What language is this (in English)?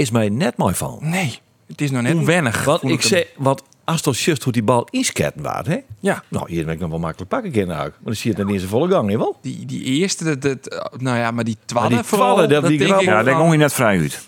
Western Frisian